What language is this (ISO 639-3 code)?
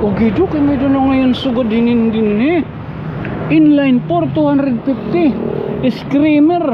war